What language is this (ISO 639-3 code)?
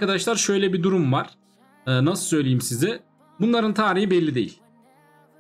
tur